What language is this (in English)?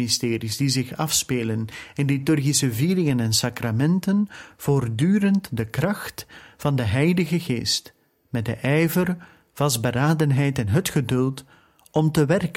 Dutch